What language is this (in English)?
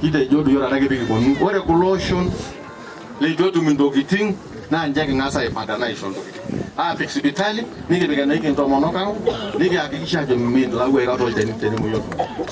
Masai